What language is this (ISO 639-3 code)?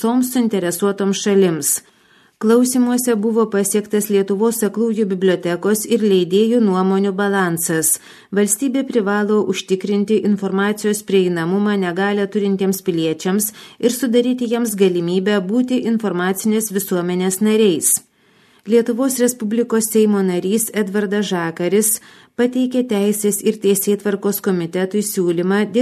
lit